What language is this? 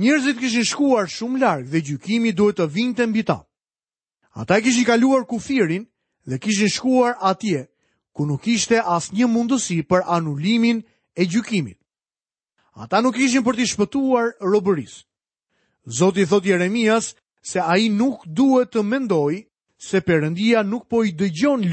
Albanian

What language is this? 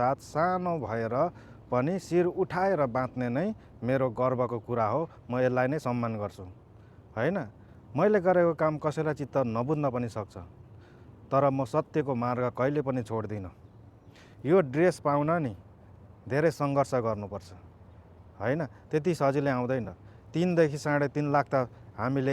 Nepali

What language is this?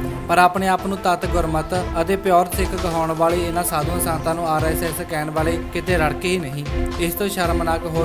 Punjabi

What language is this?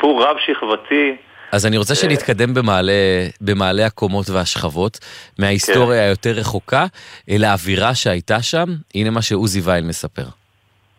Hebrew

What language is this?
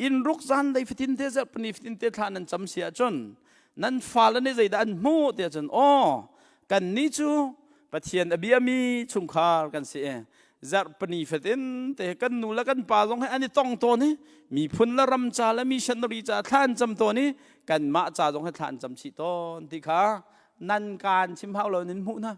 Hakha Chin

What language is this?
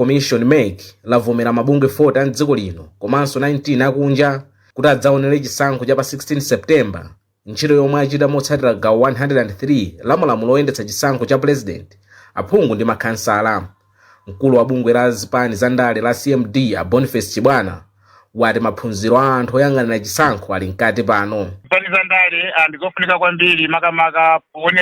Nyanja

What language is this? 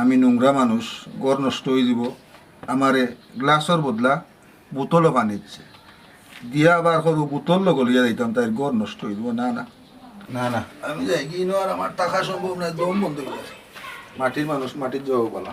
Sylheti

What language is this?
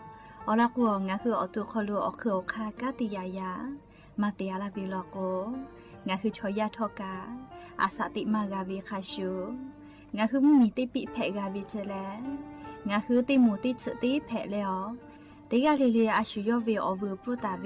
Lahu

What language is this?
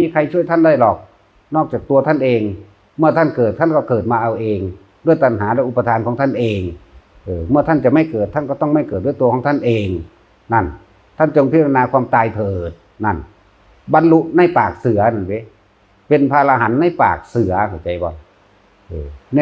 Northeastern Thai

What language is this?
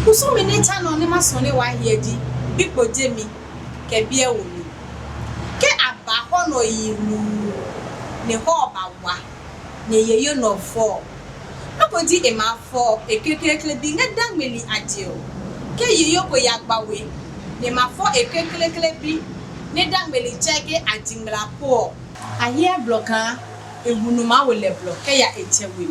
Adangme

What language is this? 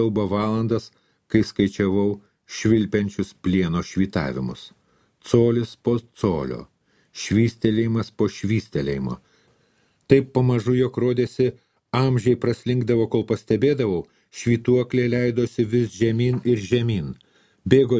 Lithuanian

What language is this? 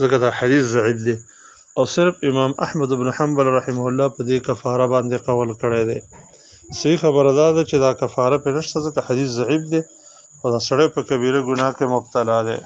Pashto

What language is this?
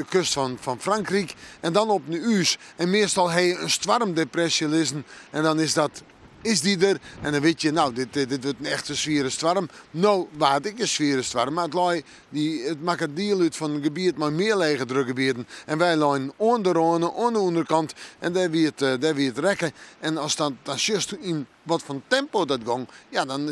Western Frisian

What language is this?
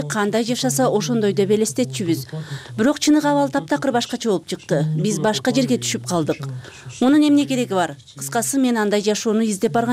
Kyrgyz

